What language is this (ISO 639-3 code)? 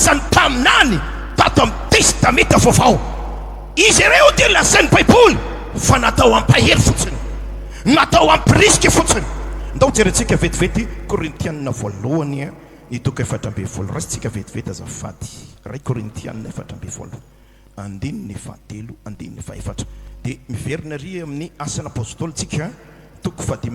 mlg